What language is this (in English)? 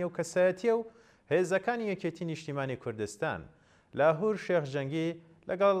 Central Kurdish